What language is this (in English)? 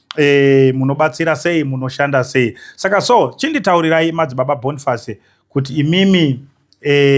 Shona